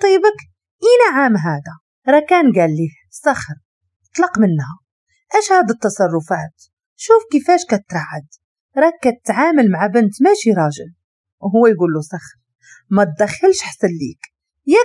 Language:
Moroccan Arabic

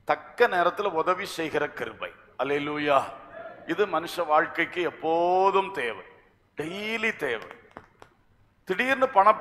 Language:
Tamil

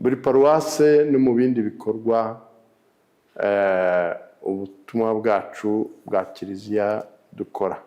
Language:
Kinyarwanda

